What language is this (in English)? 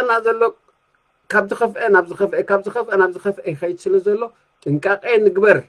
Tigrinya